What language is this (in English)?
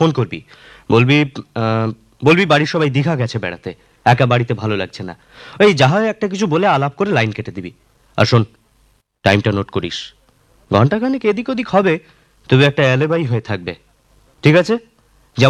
Bangla